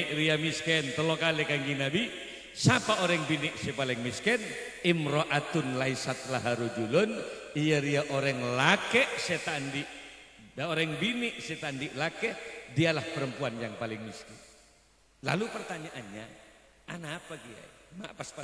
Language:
Madurese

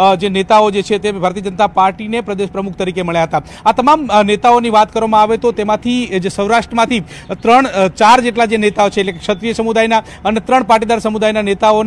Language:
Gujarati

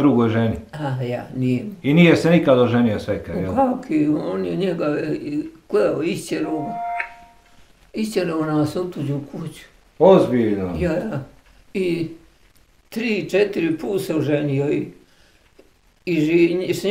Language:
Bosnian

